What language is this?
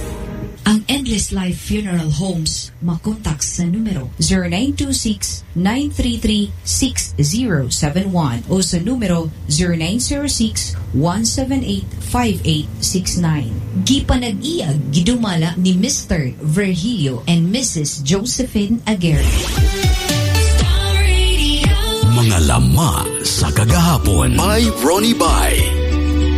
Cebuano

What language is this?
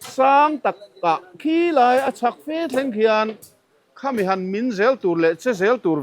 Mizo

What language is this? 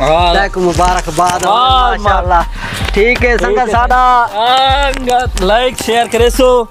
Saraiki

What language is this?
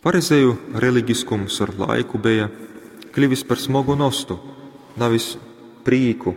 Latgalian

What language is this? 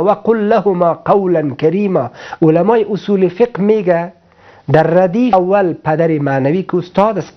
Persian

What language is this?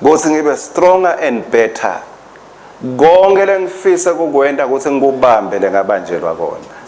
Swati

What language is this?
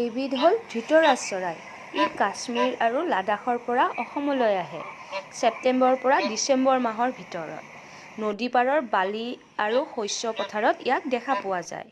Assamese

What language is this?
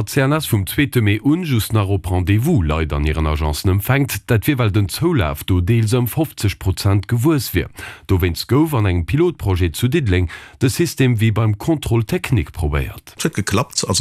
Luxembourgish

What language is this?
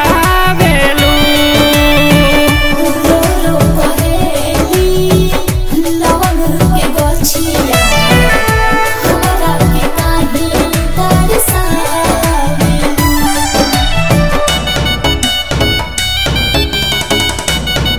Bhojpuri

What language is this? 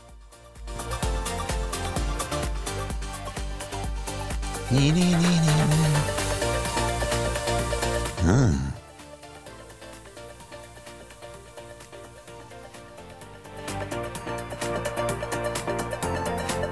Hebrew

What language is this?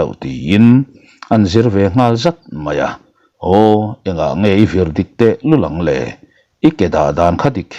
Mizo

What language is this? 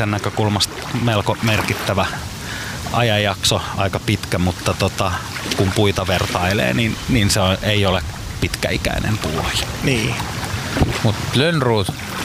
Finnish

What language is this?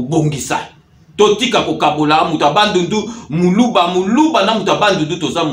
Lingala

